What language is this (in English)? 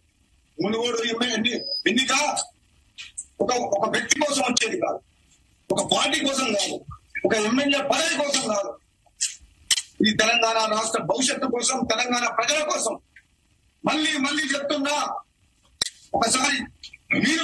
Telugu